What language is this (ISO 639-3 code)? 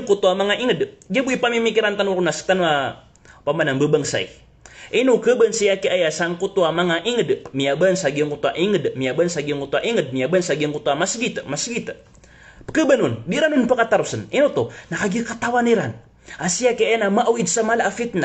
mrw